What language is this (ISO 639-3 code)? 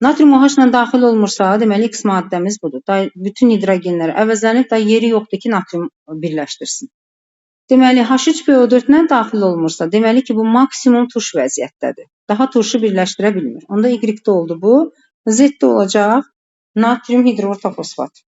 aze